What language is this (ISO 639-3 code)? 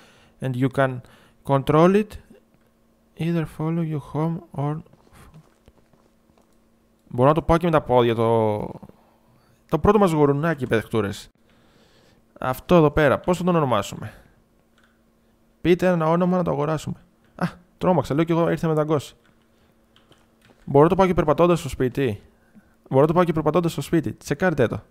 ell